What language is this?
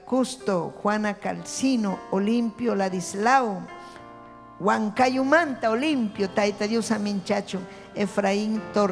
Ayacucho Quechua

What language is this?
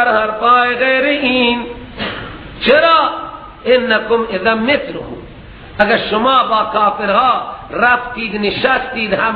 Persian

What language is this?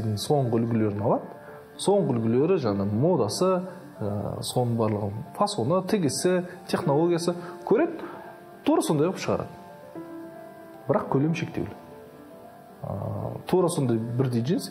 Kazakh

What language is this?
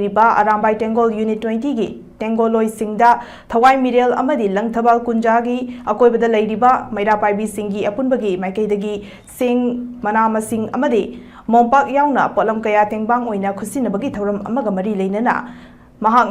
Manipuri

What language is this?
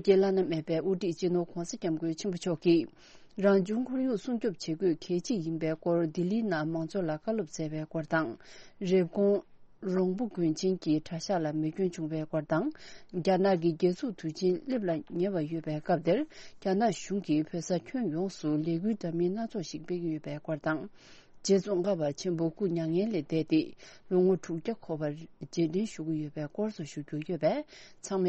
Tibetan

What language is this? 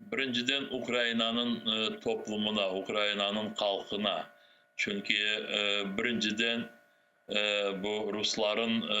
Crimean Tatar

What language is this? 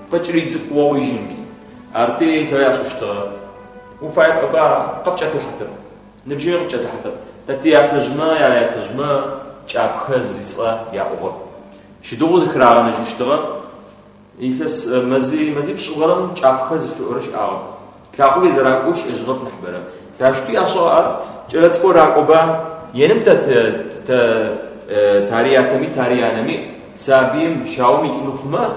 Adyghe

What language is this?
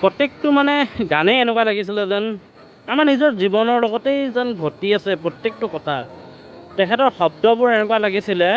Assamese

